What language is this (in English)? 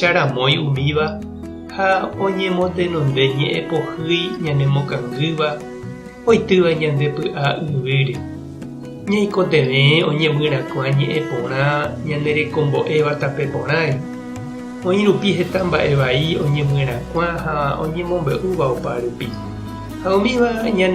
Guarani